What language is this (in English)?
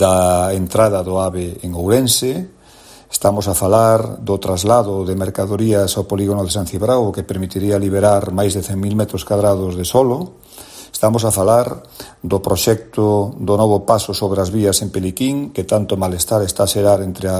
Galician